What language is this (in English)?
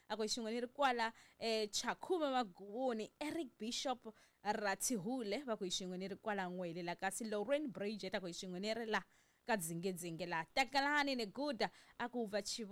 Tsonga